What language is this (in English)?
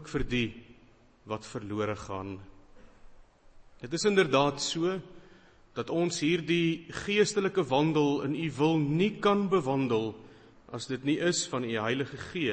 Afrikaans